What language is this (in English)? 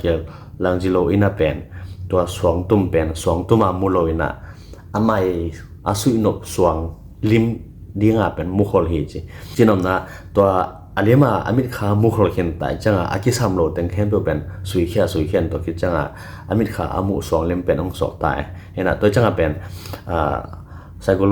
Tedim Chin